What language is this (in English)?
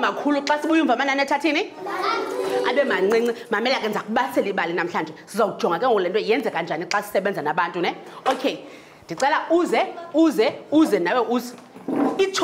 Xhosa